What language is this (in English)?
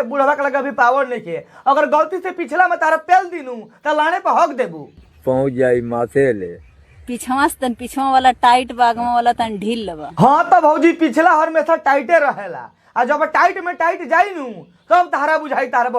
Bhojpuri